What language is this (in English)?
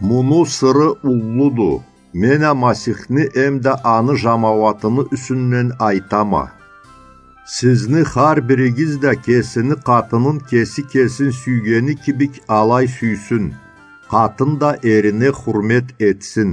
Karachay-Balkar